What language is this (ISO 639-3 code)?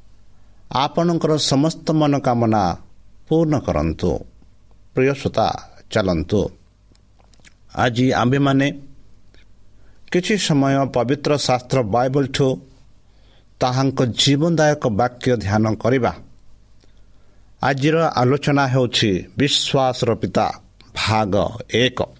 ori